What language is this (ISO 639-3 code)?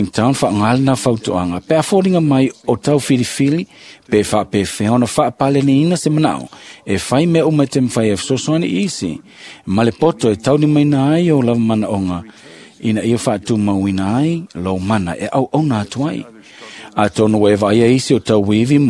smo